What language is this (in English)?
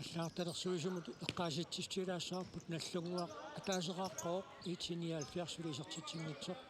Kalaallisut